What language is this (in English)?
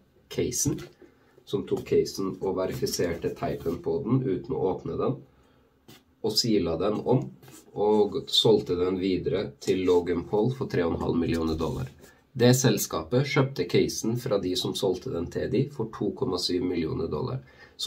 Norwegian